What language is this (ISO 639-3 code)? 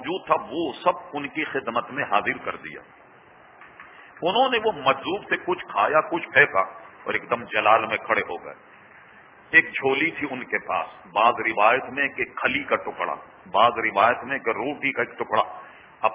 urd